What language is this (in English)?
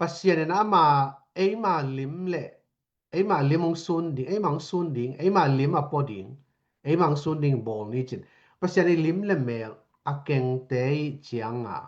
Tedim Chin